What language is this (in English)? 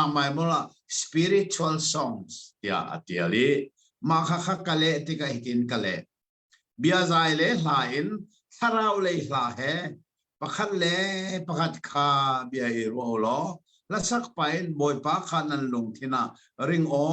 Hakha Chin